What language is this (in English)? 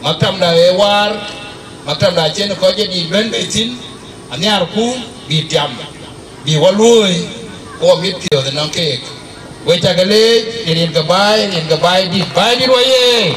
Dinka